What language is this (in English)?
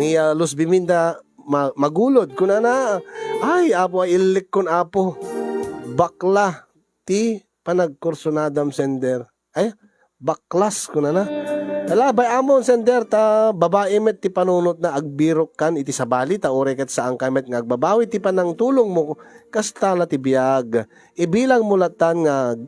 Iloko